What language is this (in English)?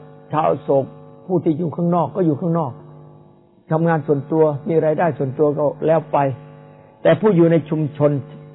Thai